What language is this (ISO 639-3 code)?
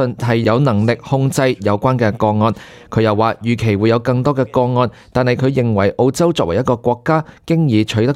yue